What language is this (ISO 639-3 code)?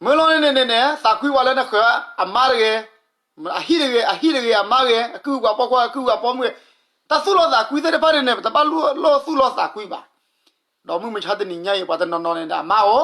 ksw